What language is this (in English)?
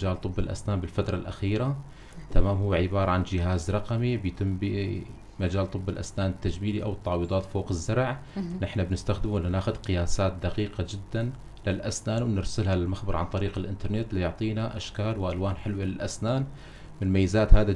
North Levantine Arabic